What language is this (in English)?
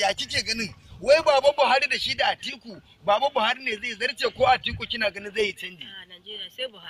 Hausa